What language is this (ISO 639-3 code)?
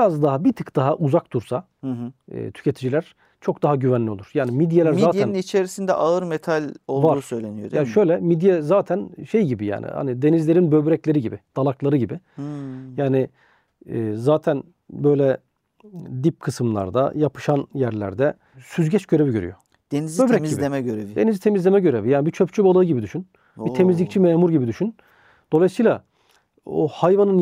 tur